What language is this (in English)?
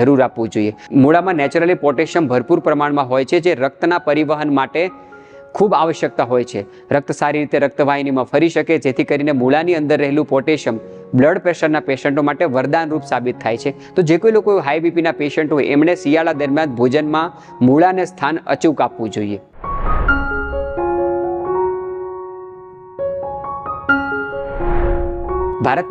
Gujarati